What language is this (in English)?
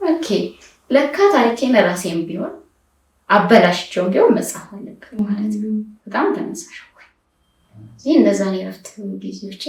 Amharic